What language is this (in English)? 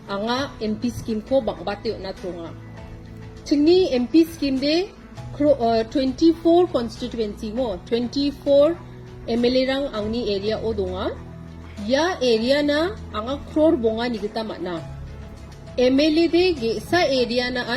Garo